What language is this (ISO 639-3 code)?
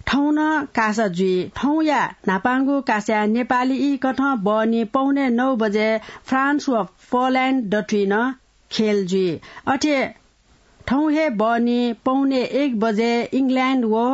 new